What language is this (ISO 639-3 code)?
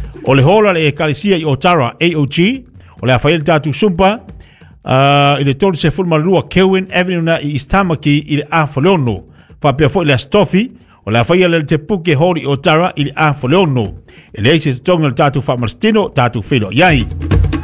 smo